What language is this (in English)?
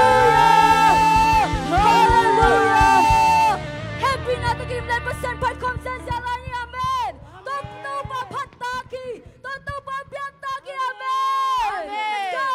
Tedim Chin